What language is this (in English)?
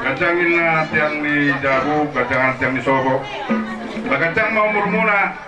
Batak Toba